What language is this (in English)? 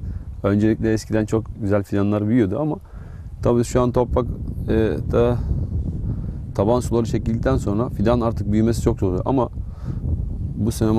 Turkish